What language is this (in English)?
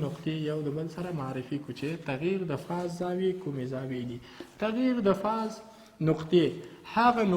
Pashto